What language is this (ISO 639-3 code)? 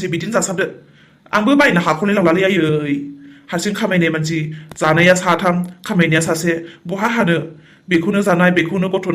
brx